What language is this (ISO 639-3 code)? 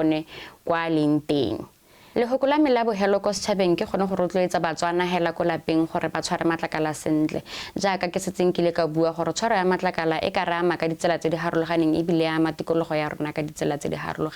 tsn